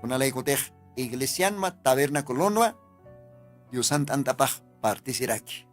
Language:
Aymara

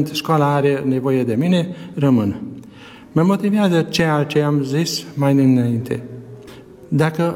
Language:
Romanian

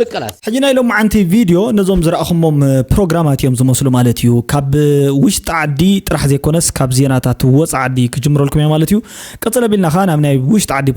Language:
Tigrinya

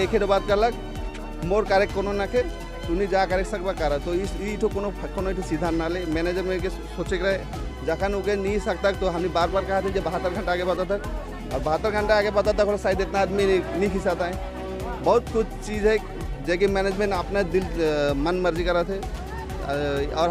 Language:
Sadri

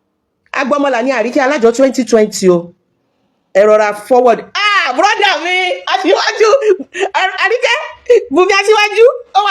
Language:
Yoruba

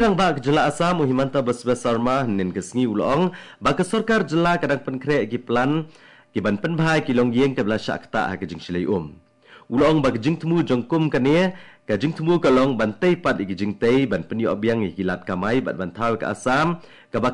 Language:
Khasi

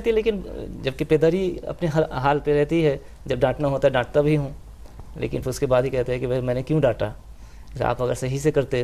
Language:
Urdu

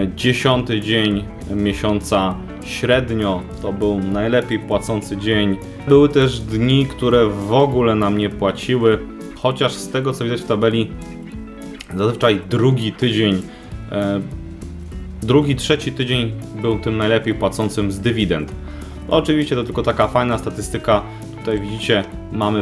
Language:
Polish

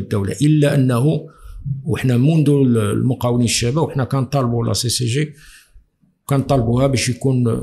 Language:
Moroccan Arabic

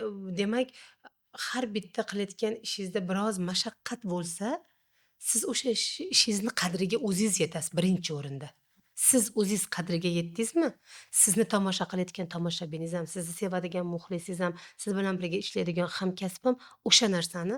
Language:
Uzbek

